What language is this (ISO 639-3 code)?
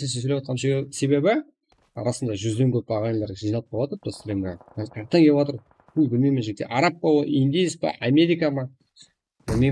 kaa